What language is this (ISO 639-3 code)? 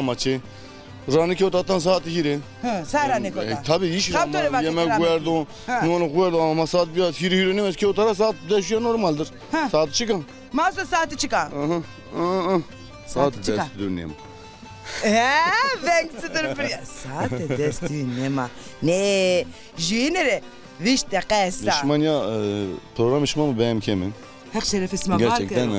zza